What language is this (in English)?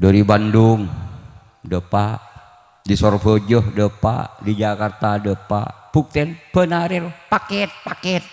Madurese